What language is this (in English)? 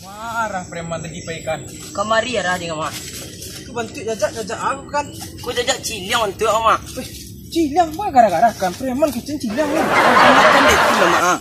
Minangkabau